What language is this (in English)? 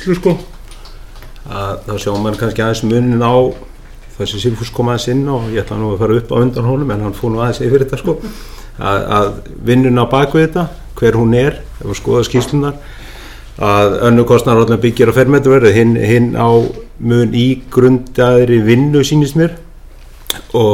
Icelandic